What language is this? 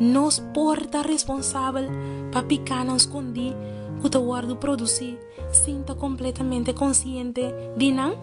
Papiamento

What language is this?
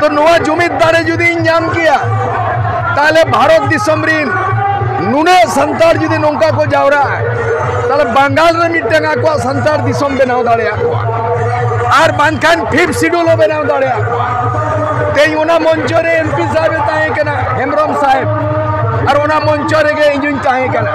Santali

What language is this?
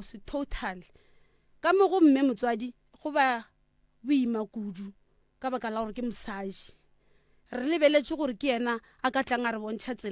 Northern Sotho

